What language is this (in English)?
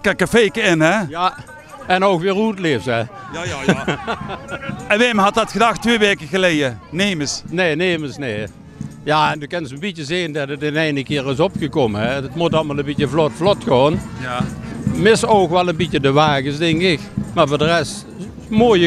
Limburgish